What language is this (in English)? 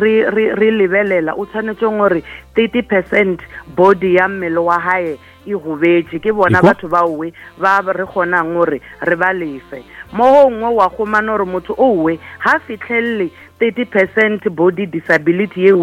Northern Sotho